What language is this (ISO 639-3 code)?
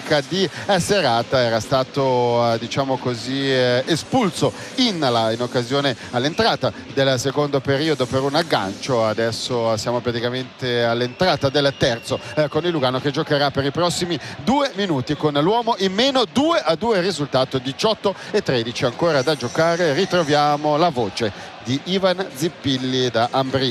ita